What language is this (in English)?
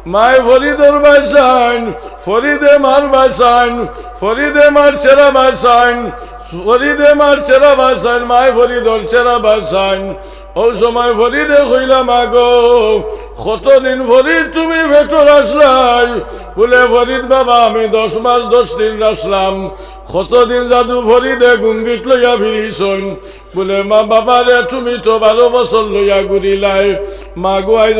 Sylheti